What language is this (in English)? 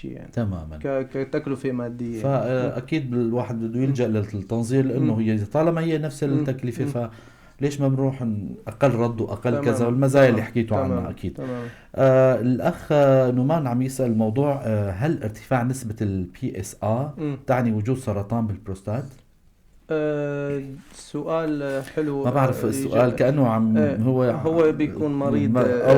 North Levantine Arabic